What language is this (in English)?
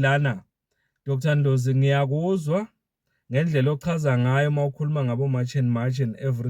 Zulu